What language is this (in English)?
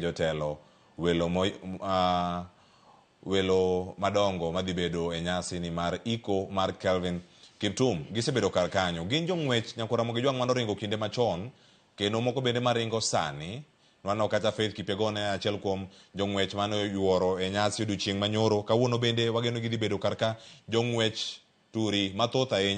Luo (Kenya and Tanzania)